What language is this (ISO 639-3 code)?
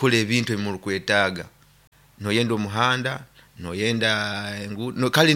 nyo